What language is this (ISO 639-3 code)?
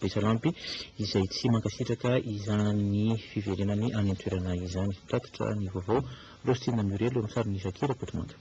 mlg